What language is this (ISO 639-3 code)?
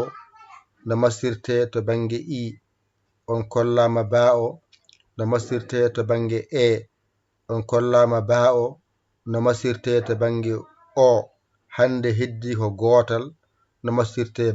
ful